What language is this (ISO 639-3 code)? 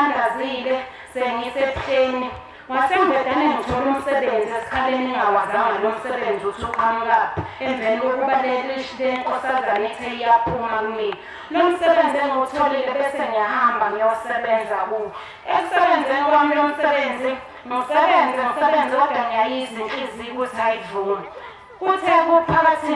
zul